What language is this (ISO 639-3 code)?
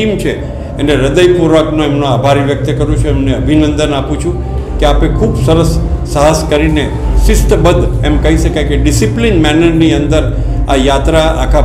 guj